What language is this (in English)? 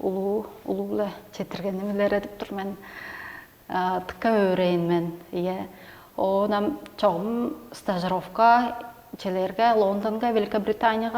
Tuvinian